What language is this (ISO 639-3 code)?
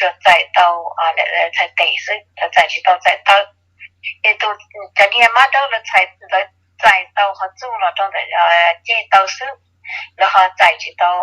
hmn